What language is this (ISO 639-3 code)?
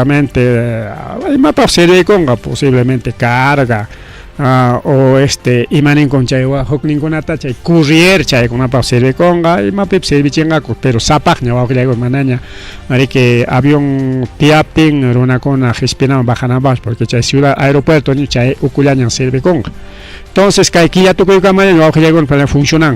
quy